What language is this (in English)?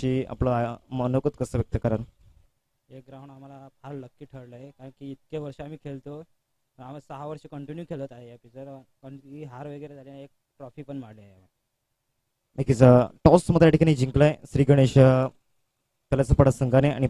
Marathi